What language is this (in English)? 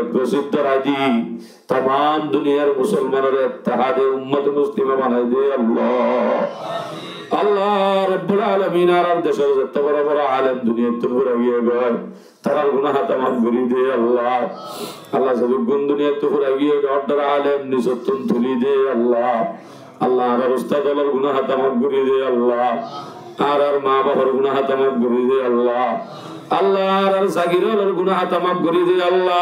Rohingya